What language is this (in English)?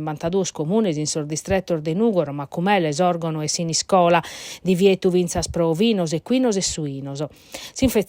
Sardinian